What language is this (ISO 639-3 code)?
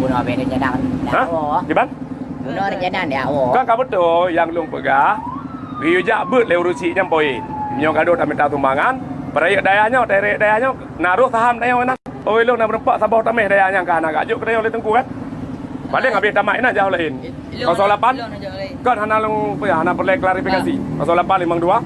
ace